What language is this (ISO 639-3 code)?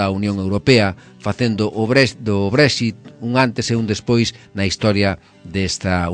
glg